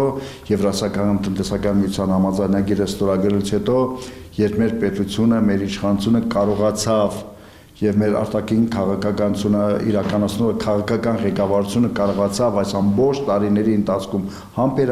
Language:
Armenian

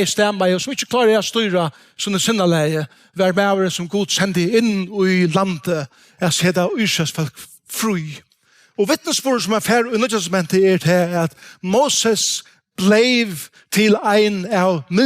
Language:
Faroese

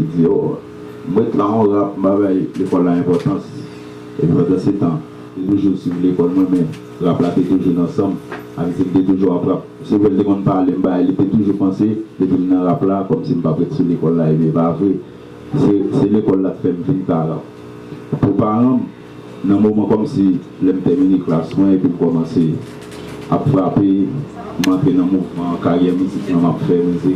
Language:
Haitian Creole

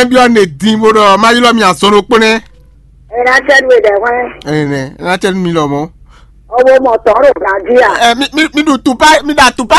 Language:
Fon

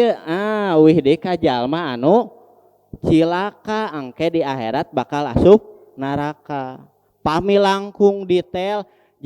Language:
Sundanese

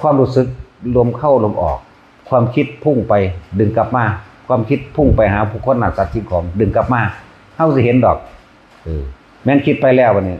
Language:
Northeastern Thai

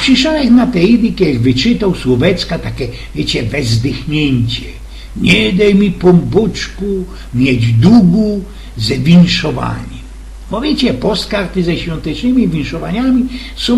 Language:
Silesian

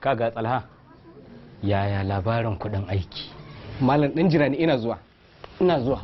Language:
Hausa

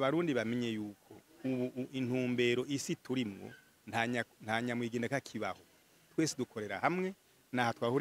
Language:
Rundi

